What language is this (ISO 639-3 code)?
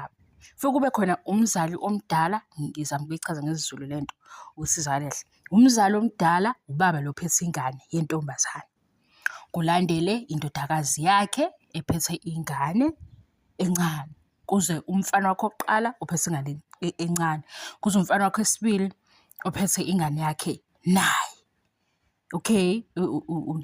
zul